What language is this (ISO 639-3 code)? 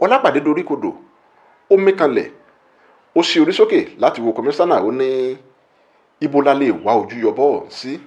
yor